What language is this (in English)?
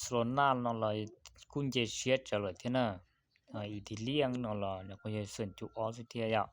Hmong